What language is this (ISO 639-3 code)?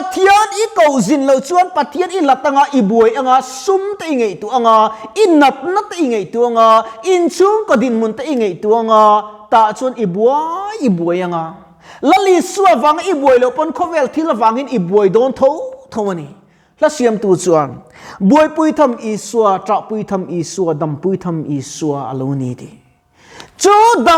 lus